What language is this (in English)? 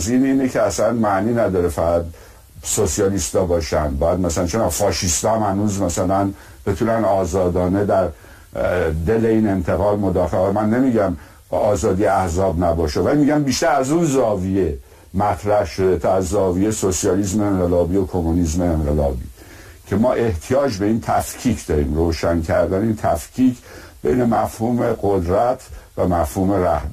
Persian